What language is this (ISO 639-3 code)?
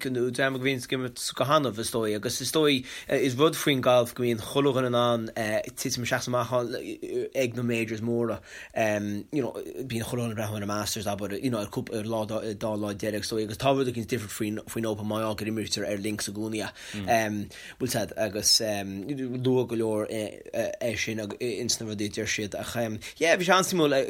gle